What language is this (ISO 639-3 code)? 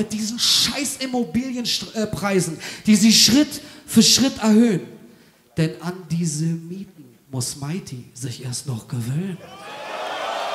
deu